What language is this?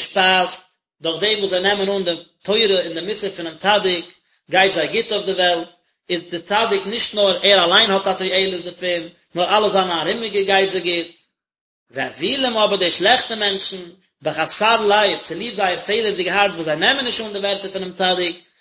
Yiddish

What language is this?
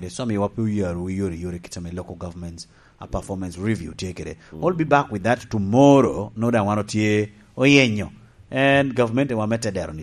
Lango (Uganda)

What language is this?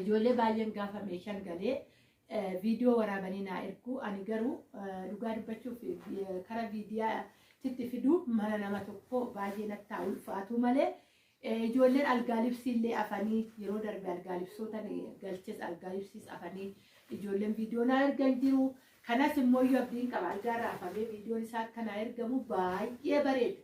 Oromo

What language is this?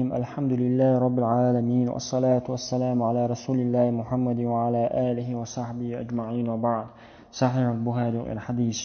Chechen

